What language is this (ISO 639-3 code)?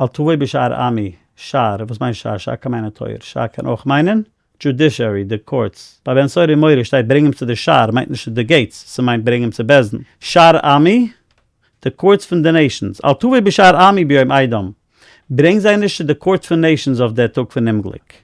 yid